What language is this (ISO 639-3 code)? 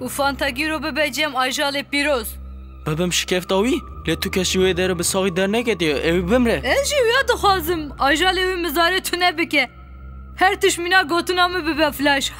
kur